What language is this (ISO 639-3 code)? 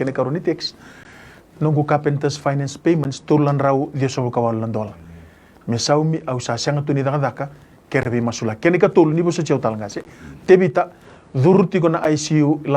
fij